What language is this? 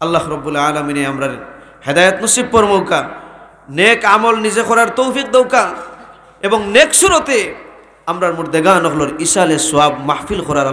Sylheti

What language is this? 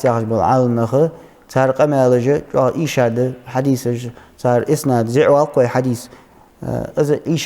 Ingush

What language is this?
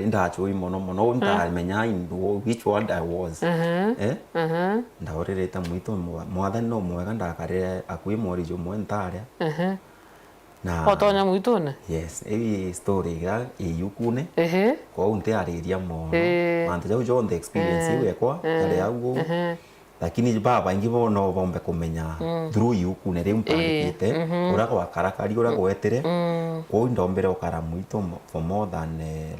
Meru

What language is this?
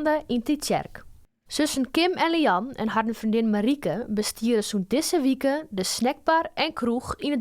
Western Frisian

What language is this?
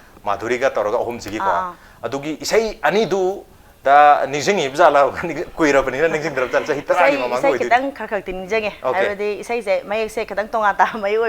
Manipuri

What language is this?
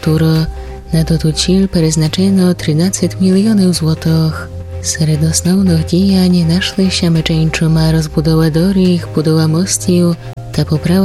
Rusyn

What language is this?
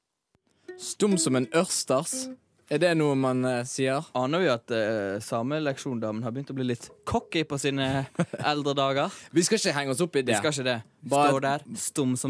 Norwegian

